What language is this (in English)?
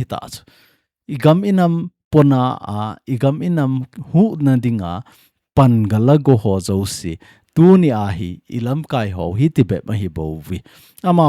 Thado Chin